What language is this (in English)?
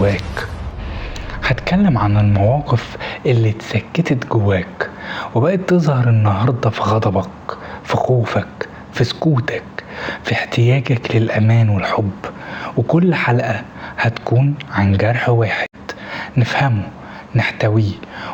Egyptian Arabic